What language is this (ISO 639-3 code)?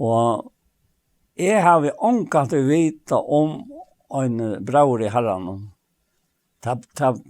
fao